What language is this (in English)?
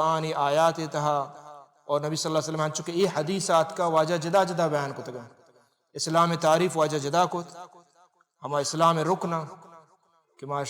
Baluchi